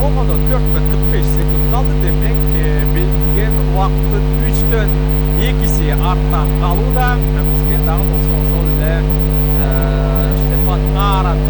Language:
Kyrgyz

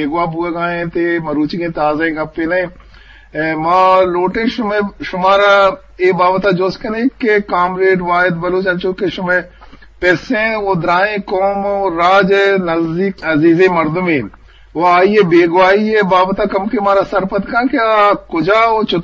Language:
Eastern Balochi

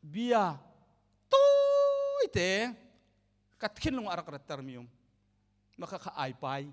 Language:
Hakha Chin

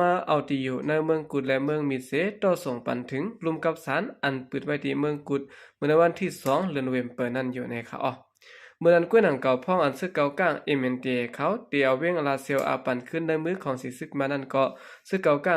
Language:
Shan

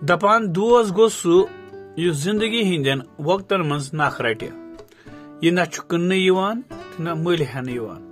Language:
Kashmiri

